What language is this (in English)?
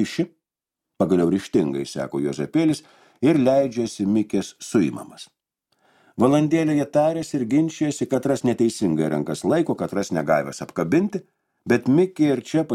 Lithuanian